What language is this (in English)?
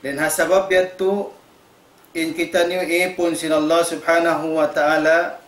Tausug